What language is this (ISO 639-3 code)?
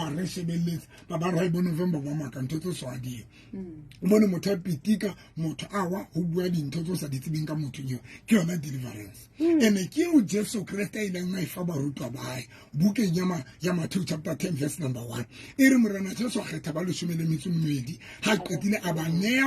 sot